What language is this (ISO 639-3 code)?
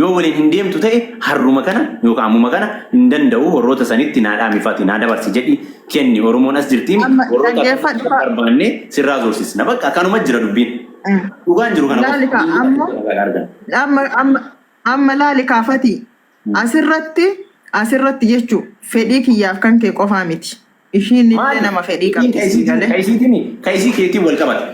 orm